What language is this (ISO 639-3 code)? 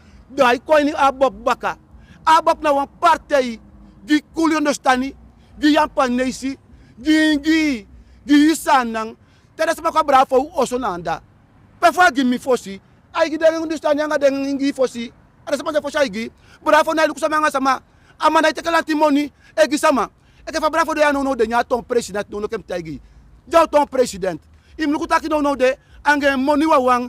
srn